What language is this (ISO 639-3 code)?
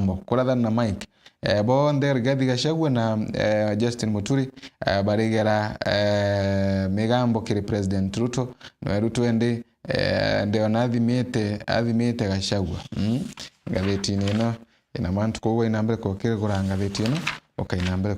mer